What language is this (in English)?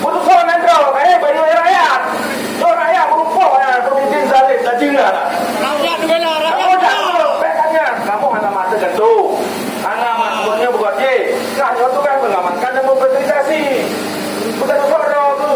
Achinese